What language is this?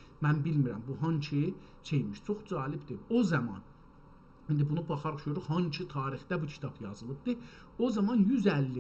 South Azerbaijani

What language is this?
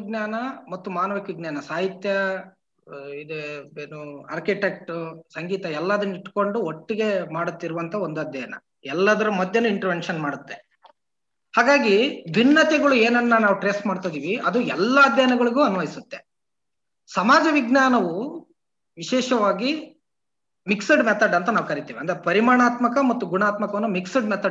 Kannada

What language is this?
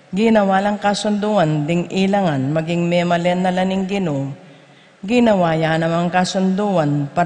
Pampanga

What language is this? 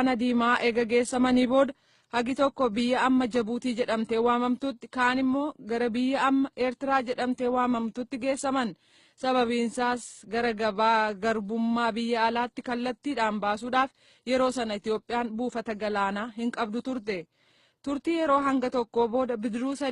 Oromo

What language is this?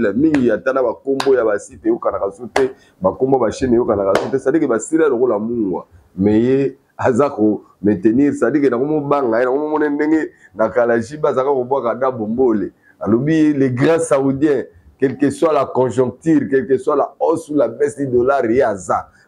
Lingala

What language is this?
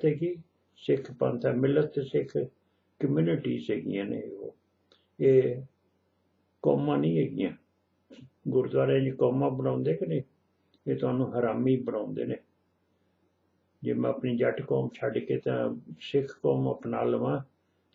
Punjabi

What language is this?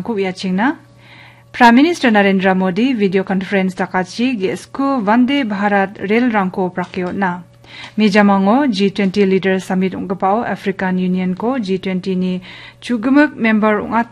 Garo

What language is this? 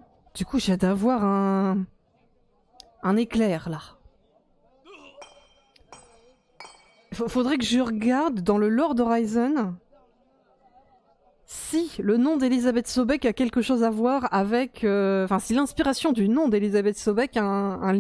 French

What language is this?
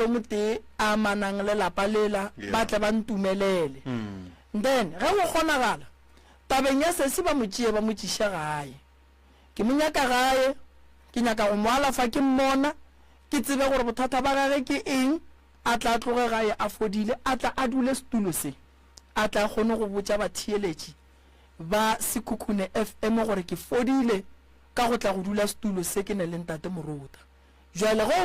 Northern Sotho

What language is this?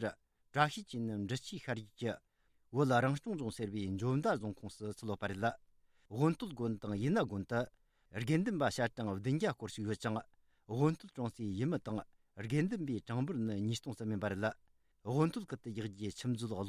Tibetan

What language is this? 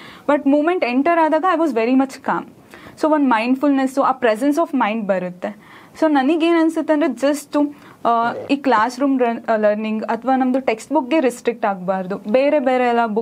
Kannada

